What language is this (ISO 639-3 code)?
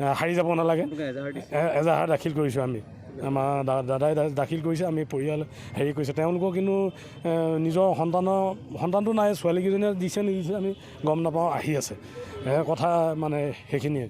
asm